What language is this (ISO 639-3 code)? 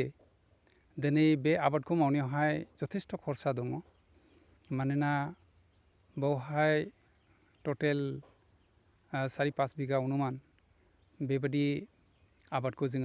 brx